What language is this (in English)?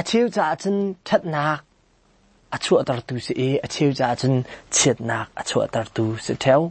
Hakha Chin